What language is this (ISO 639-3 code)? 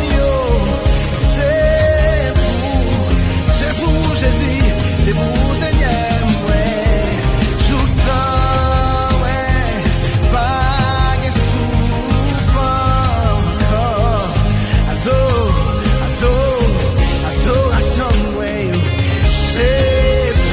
hat